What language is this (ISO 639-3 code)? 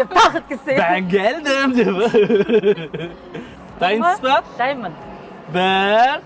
kaz